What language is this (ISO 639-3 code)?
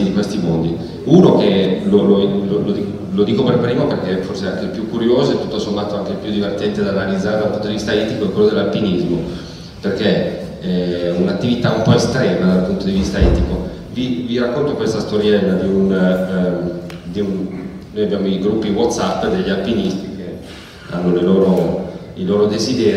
ita